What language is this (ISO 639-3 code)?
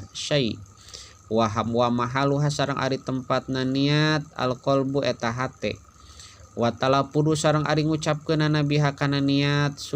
sun